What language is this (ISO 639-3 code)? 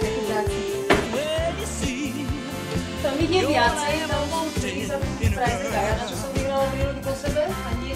slk